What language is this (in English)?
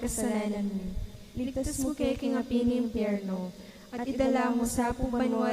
Pampanga